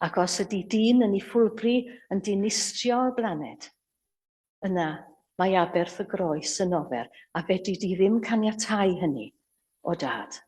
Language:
Welsh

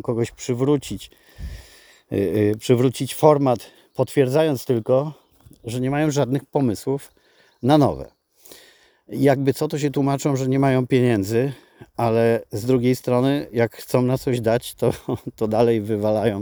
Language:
Polish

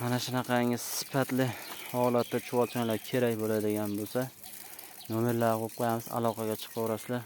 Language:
Uzbek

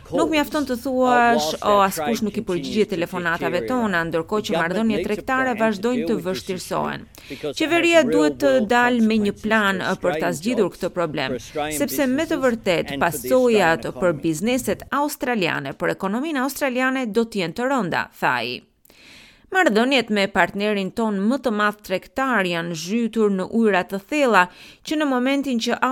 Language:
Albanian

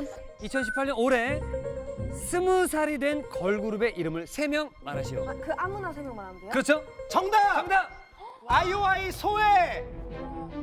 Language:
Korean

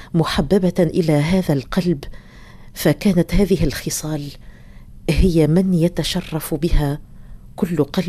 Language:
Arabic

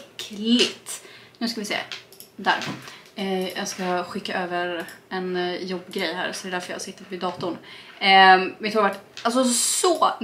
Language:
Swedish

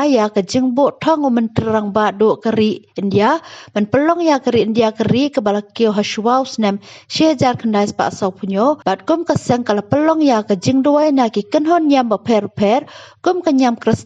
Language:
Khasi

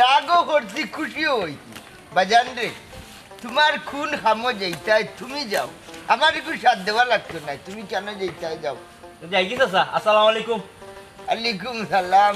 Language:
Sylheti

